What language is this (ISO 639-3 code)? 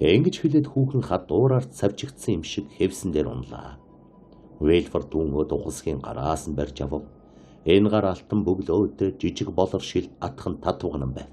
mon